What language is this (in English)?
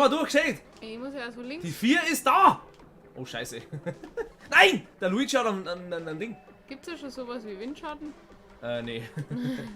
Bavarian